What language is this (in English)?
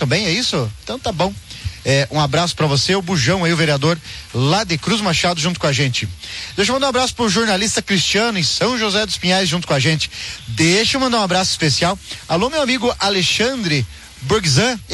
Portuguese